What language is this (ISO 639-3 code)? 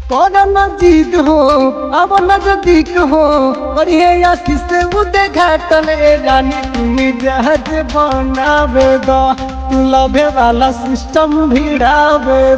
bho